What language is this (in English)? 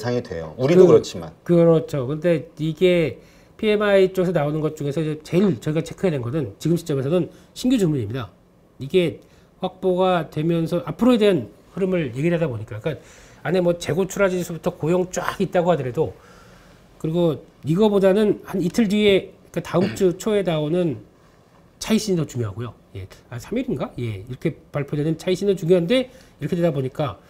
Korean